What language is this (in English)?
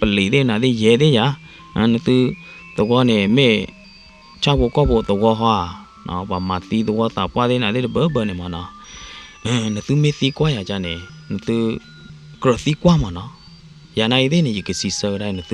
S'gaw Karen